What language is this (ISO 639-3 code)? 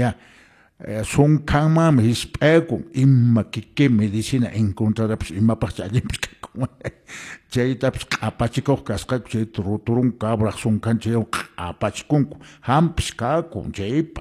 que